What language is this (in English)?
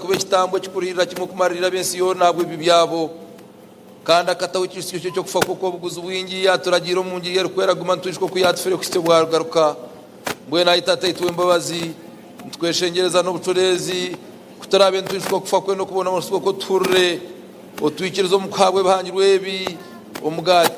Nyankole